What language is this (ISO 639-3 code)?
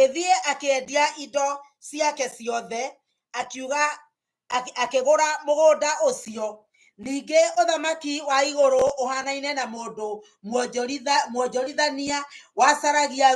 kik